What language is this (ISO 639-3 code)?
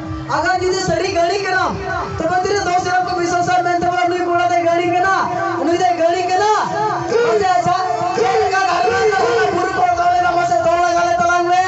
sat